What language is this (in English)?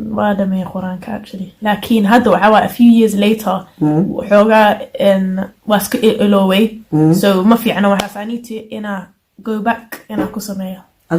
Somali